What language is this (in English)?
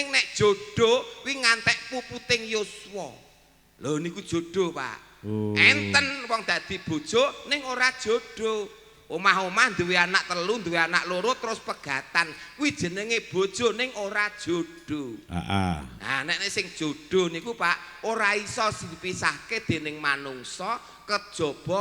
Javanese